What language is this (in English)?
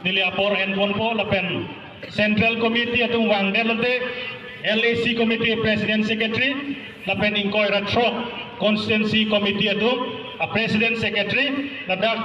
Karbi